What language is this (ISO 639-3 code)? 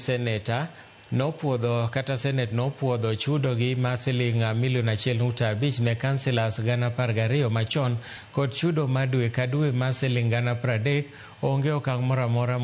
luo